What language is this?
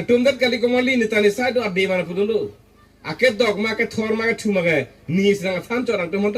Karbi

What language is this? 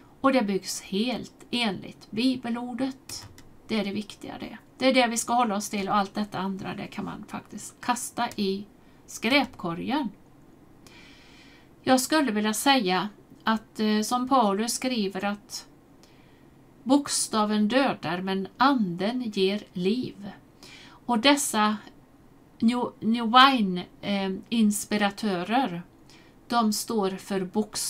Swedish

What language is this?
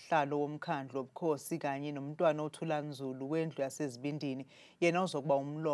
Zulu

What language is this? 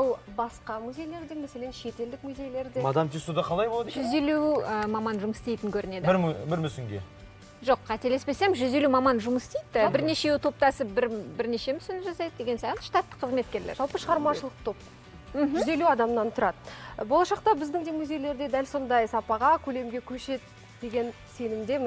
Kazakh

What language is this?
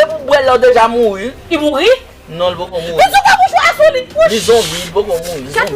Haitian Creole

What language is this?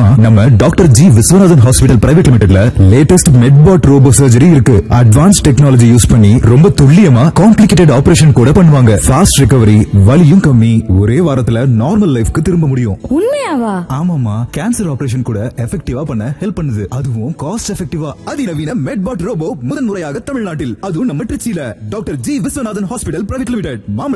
Tamil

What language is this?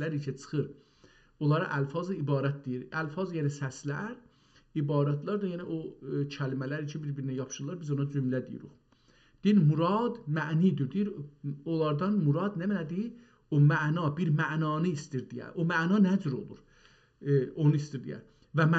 South Azerbaijani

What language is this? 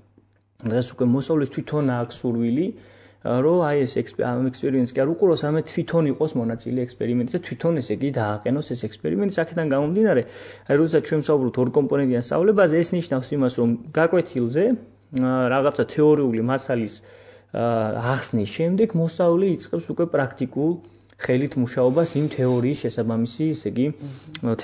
Georgian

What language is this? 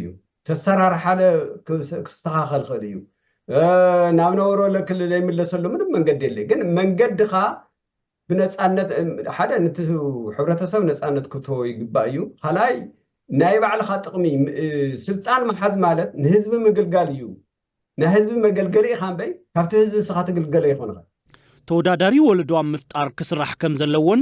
Tigrinya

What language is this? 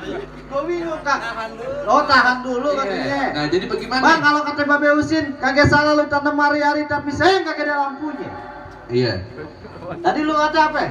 Betawi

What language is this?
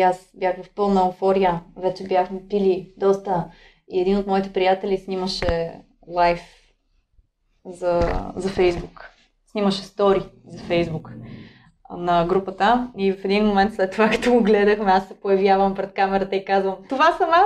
Bulgarian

